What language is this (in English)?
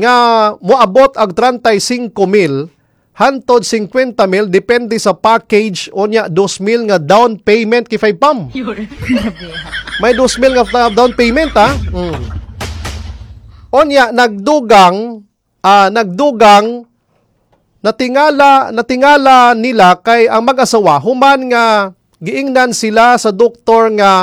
Cebuano